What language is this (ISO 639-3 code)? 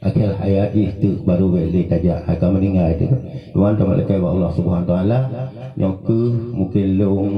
ace